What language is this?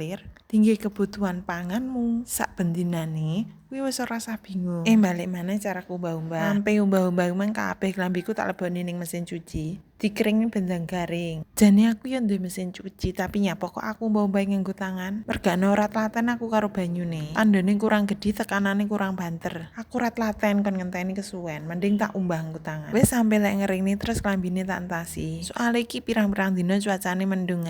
Javanese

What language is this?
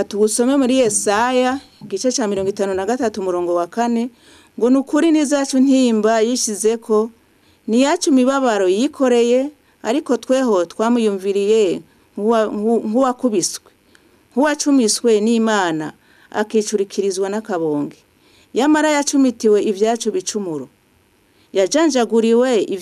Rundi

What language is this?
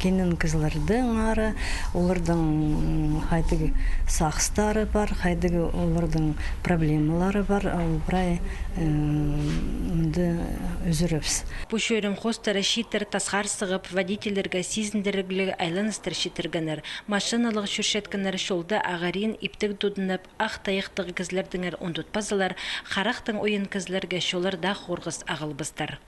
Khakas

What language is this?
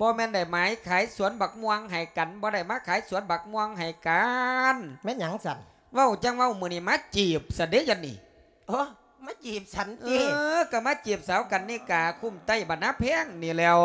Lao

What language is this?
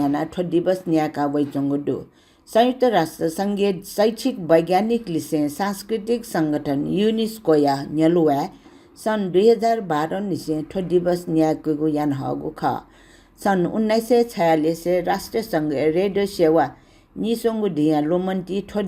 Newari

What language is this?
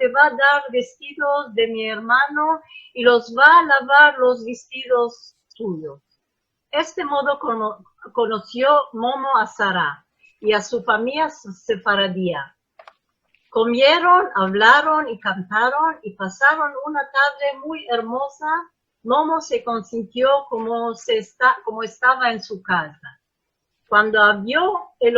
Ladino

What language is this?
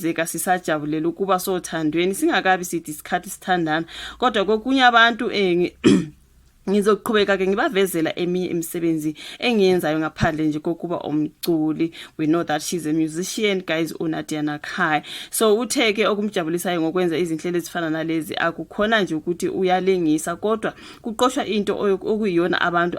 Zulu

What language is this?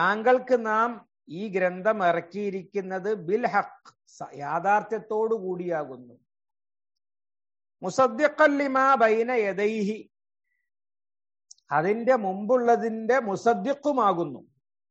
Malayalam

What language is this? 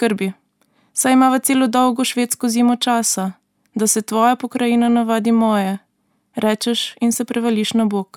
Slovenian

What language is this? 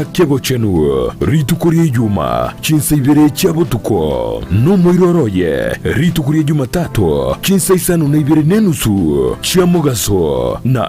Gusii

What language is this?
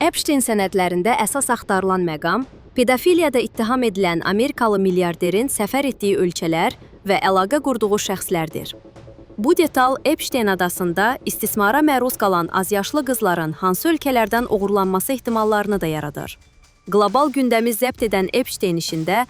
Azerbaijani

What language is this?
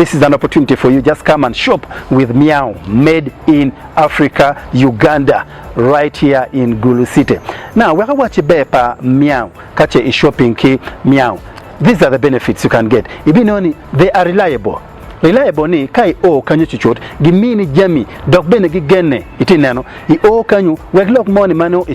Acoli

